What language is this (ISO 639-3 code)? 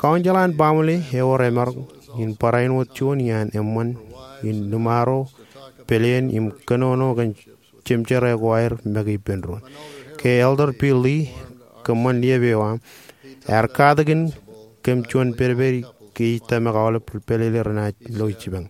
mah